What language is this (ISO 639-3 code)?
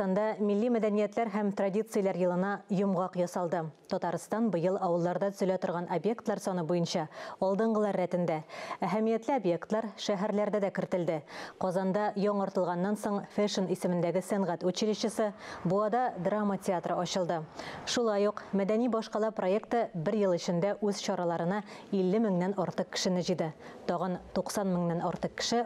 tat